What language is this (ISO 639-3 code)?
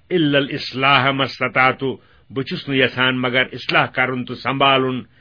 kas